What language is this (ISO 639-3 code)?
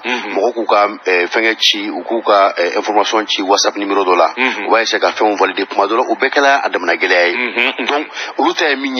bam